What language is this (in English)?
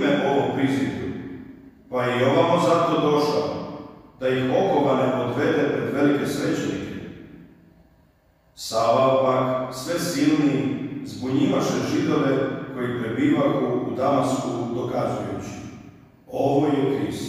Croatian